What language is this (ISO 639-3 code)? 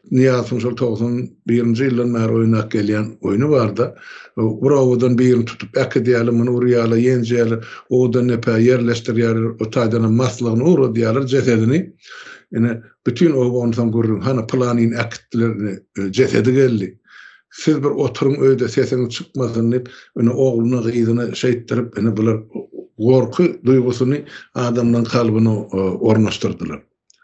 tuk